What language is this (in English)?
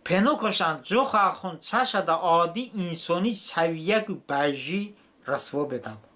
Talysh